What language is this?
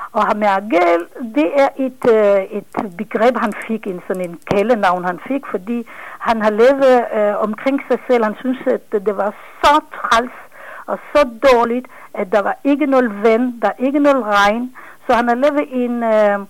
Danish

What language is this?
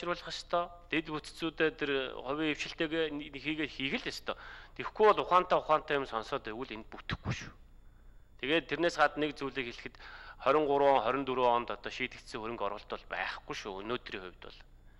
Mongolian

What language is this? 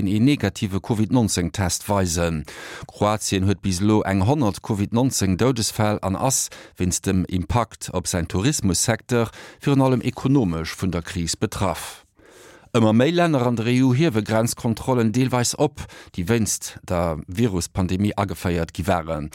Luxembourgish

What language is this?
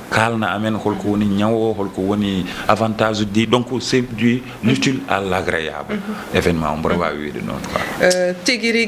Fula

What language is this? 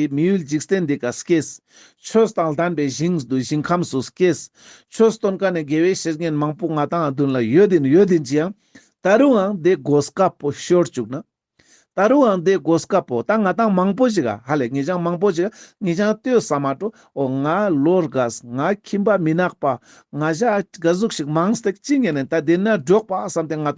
Ladakhi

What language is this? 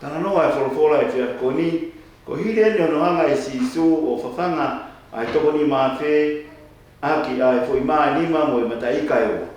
Tongan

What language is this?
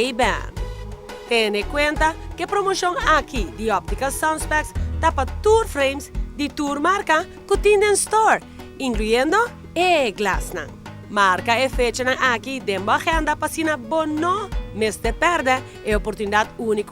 Papiamento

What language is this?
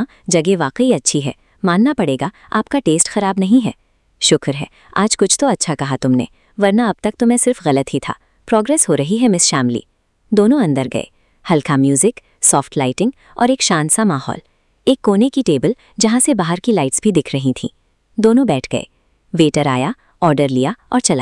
Hindi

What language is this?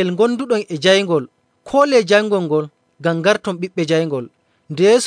Nigerian Fulfulde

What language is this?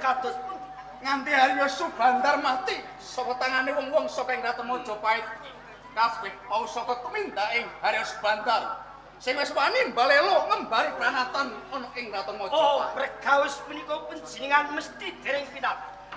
Javanese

